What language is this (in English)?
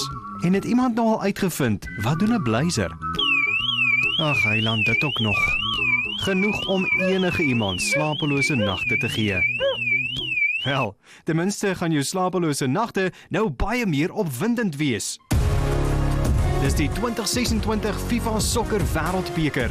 Afrikaans